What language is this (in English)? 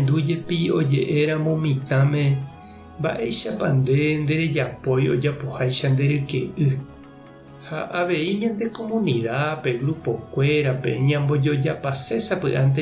Guarani